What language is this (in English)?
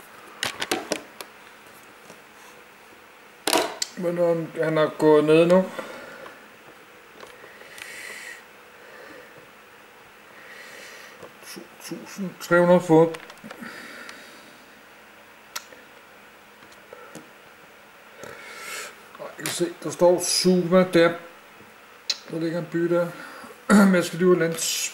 Danish